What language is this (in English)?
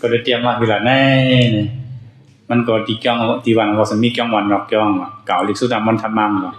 Shan